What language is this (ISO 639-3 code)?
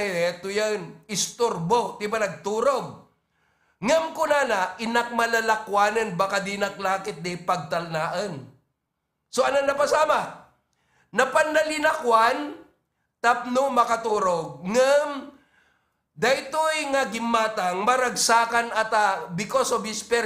ilo